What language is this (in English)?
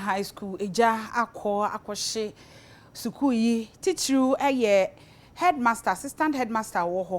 Akan